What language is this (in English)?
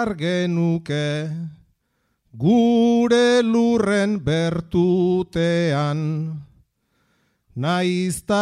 Basque